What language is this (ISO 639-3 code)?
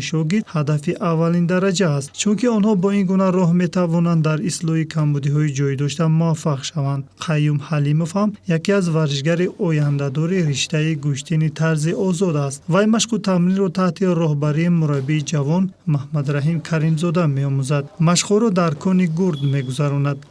tgk